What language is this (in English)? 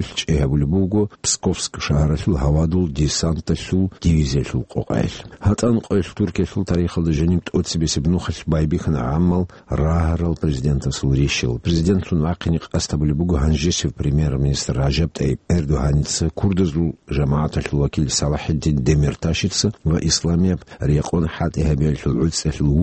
Avaric